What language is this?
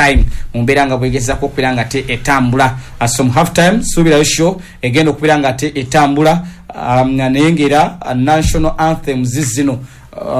Ganda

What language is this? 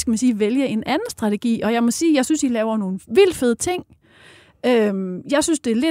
Danish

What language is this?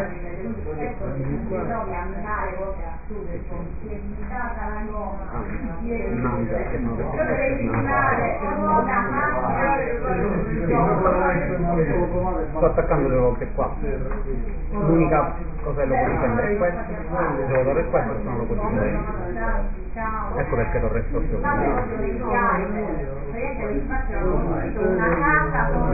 Italian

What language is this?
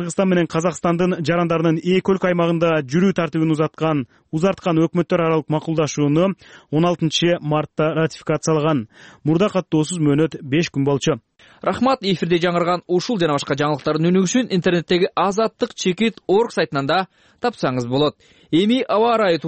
Kyrgyz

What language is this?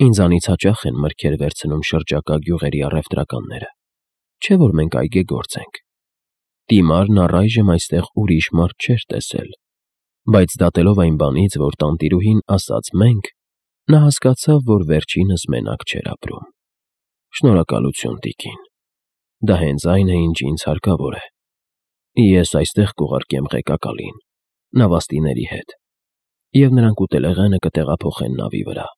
Armenian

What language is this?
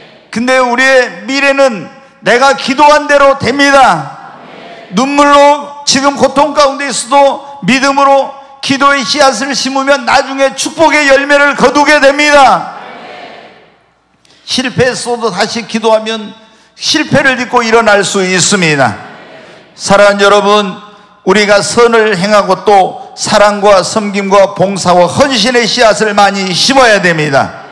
Korean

